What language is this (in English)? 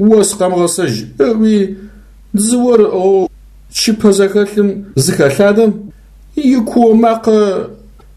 Adyghe